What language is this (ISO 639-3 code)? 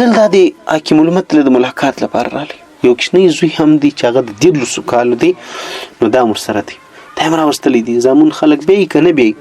pus